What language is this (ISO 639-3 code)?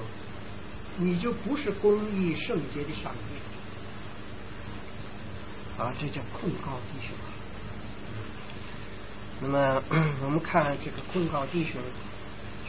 zho